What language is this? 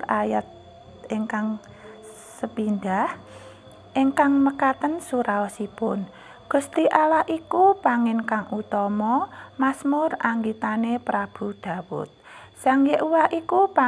Javanese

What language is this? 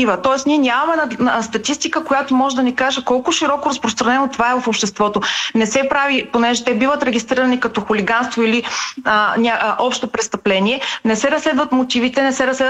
Bulgarian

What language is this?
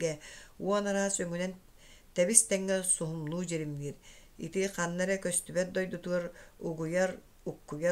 Yakut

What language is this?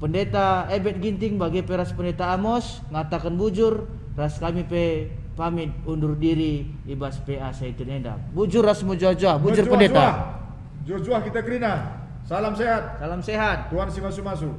Batak Karo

